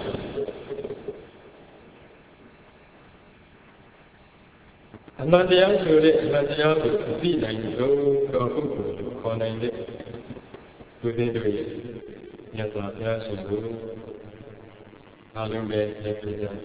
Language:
Burmese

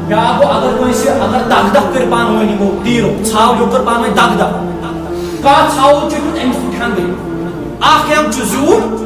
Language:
Kashmiri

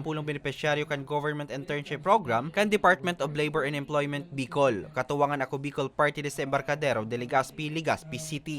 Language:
Bikol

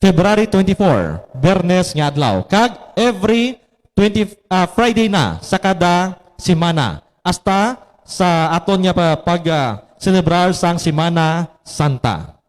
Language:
Hiligaynon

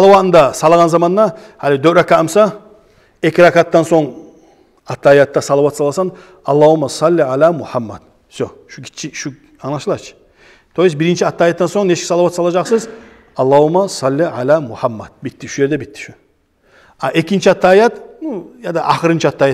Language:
Kumyk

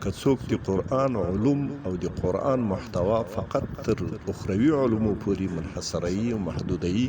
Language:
Pashto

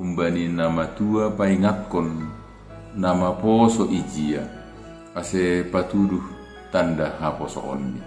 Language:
Batak Simalungun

